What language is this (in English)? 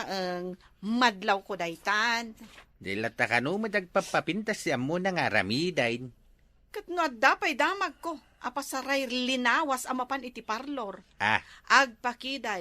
Iloko